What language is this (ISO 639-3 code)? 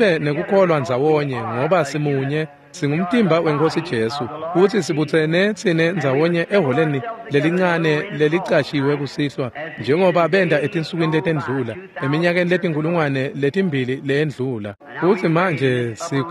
ssw